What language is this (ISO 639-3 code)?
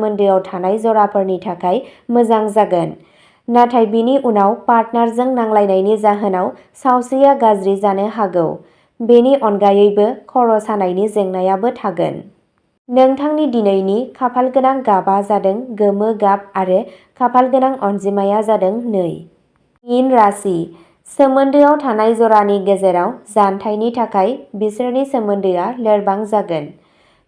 brx